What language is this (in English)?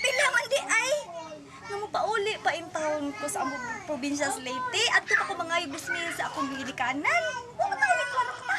Cebuano